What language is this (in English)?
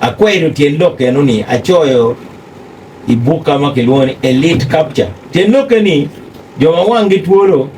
Acoli